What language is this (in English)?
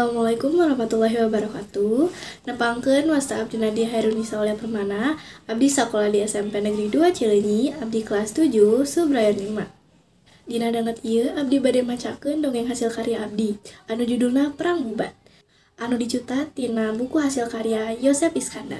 Sundanese